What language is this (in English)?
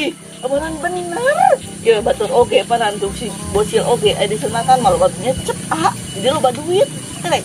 Sundanese